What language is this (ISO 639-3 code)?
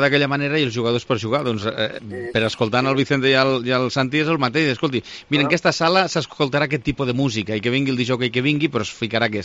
cat